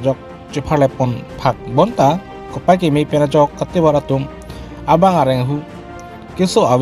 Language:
Karbi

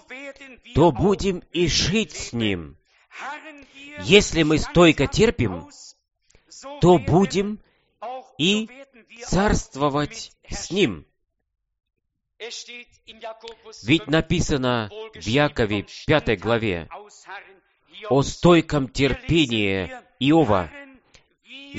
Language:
Russian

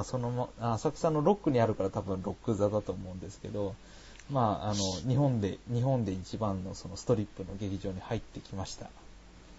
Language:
Japanese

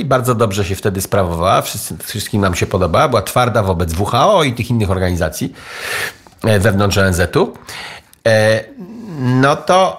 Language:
Polish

